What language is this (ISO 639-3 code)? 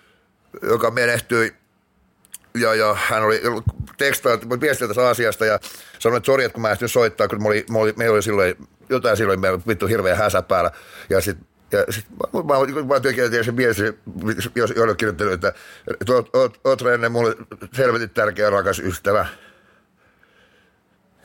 fin